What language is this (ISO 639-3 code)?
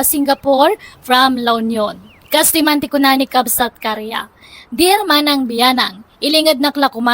ilo